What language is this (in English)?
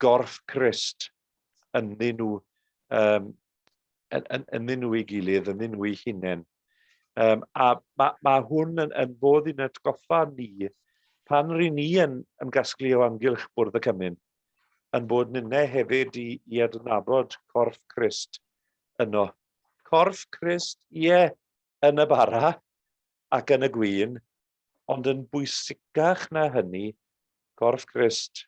Welsh